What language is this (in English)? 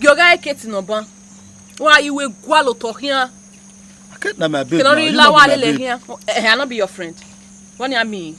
Bini